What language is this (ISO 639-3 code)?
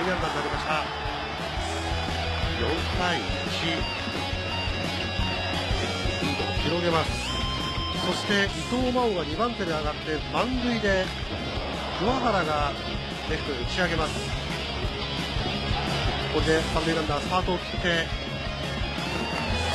jpn